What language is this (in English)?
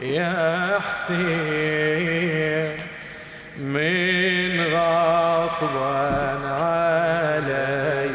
Mesopotamian Arabic